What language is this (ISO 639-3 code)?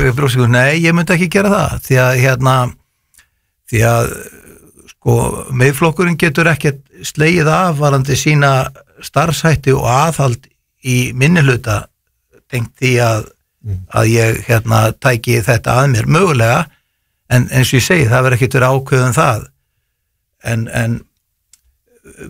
isl